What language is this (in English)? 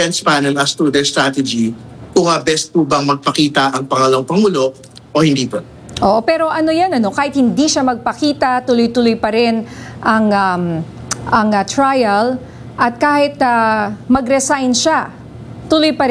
Filipino